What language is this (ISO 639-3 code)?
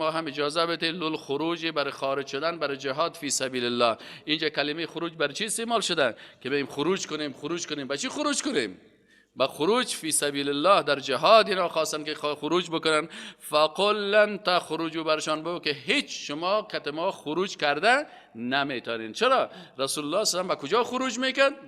fas